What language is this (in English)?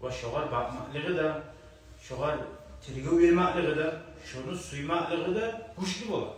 Kumyk